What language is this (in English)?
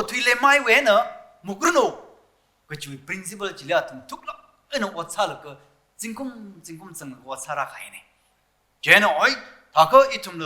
Tangkhul Naga (India)